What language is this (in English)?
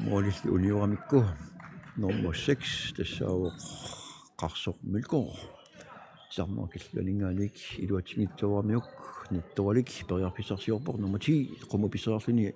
Kalaallisut